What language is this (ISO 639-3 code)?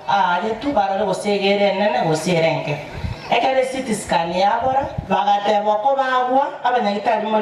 guz